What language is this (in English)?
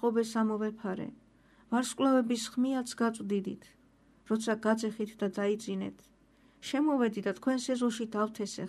Georgian